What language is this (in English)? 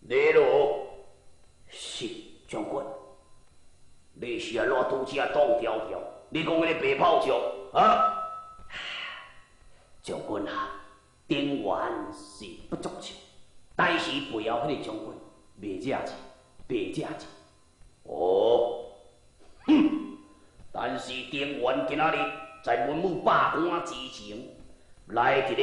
Min Nan Chinese